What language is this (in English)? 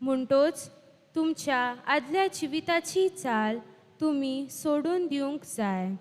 Konkani